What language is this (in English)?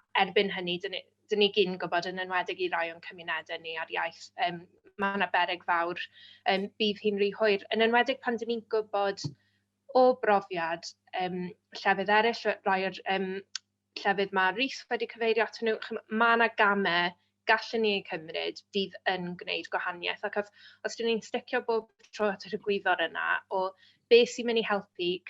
Welsh